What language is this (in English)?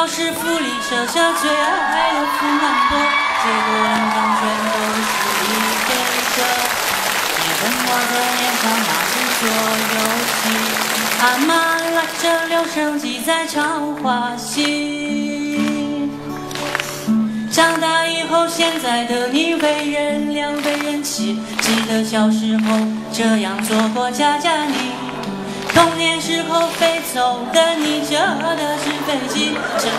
Chinese